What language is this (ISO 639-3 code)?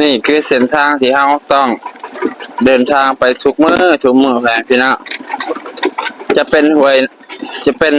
lao